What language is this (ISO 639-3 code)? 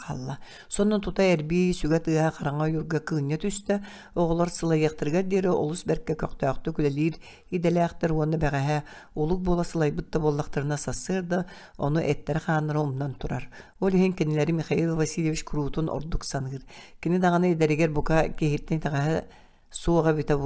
sah